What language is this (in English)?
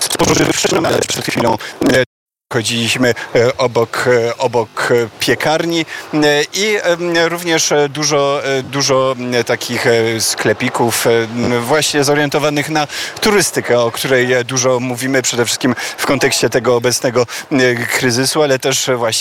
Polish